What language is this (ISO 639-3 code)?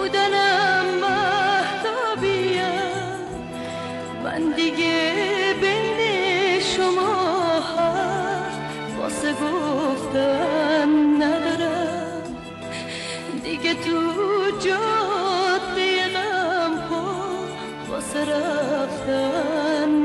fas